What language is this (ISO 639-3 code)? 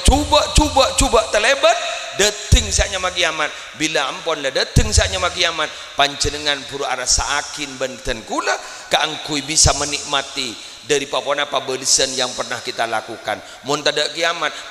mad